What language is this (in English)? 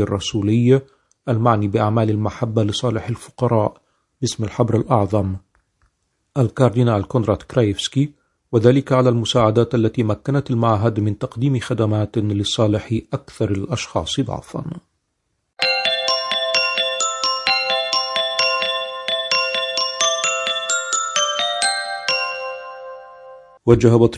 Arabic